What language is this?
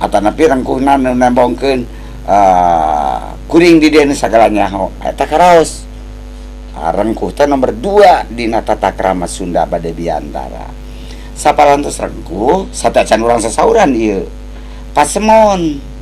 Sundanese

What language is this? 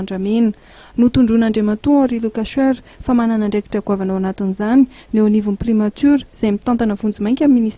Malagasy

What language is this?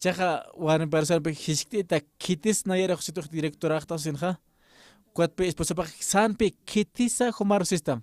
Aymara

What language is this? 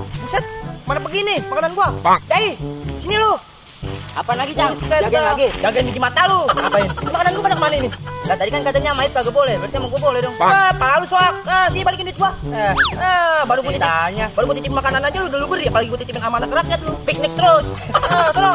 Betawi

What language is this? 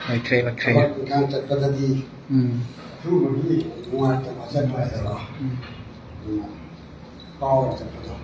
Manipuri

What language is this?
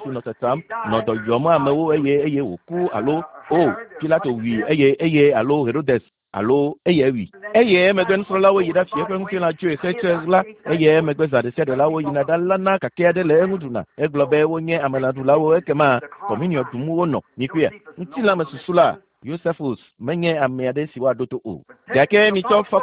Ewe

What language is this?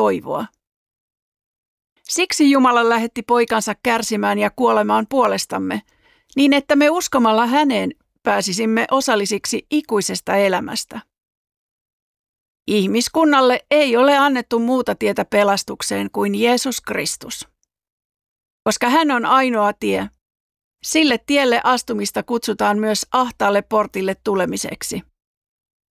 Finnish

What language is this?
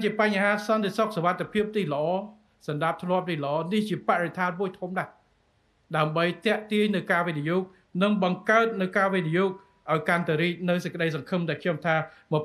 Khmer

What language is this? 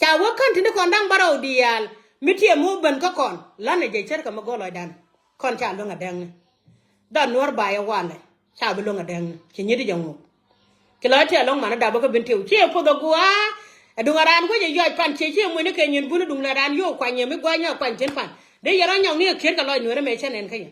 Nuer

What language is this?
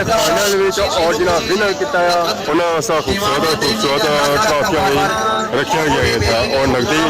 Pahari-Potwari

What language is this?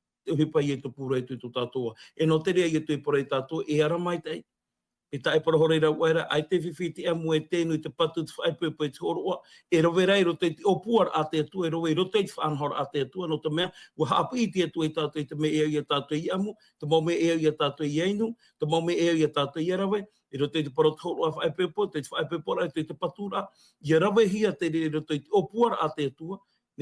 Tahitian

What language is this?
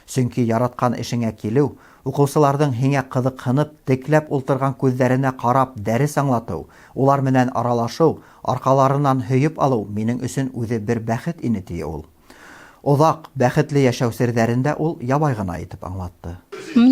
Bashkir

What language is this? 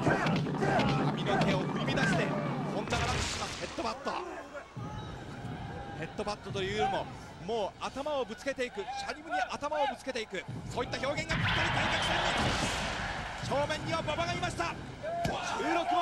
Japanese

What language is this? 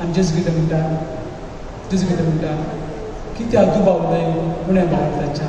Konkani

